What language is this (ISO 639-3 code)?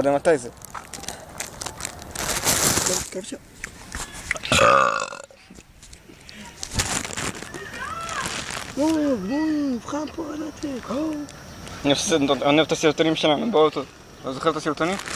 heb